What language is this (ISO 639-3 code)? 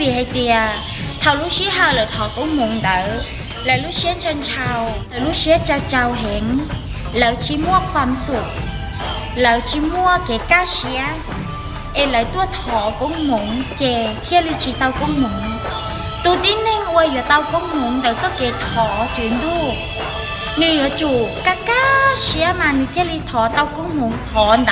hmn